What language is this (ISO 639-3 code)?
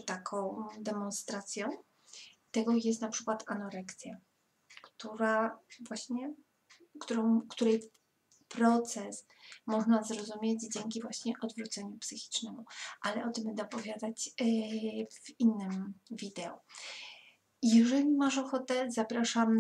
pol